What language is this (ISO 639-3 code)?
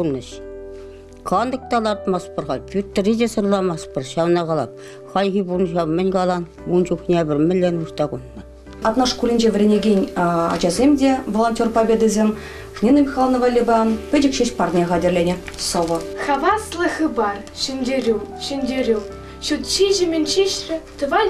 chv